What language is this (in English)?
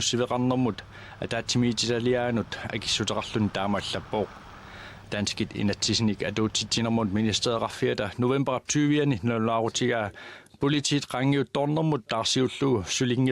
Kalaallisut